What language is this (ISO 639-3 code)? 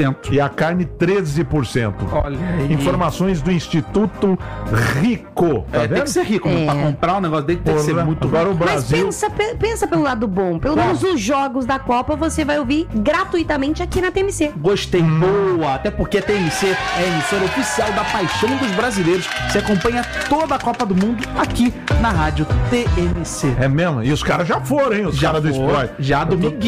por